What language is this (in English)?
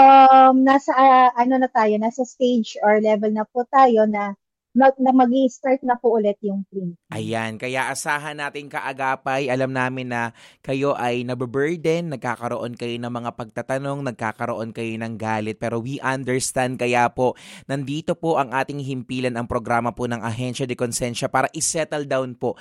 Filipino